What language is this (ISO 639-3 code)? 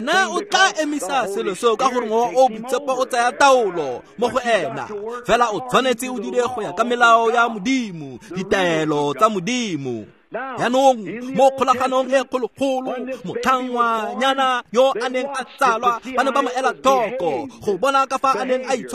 tsn